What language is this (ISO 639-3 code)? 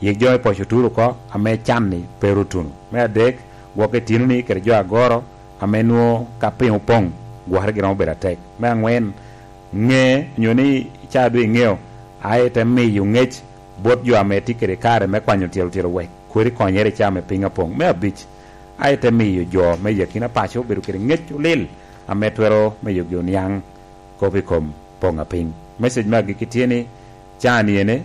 laj